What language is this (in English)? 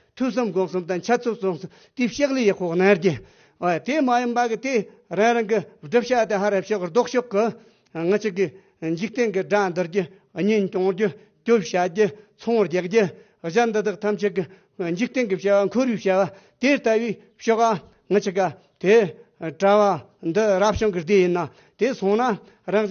Tibetan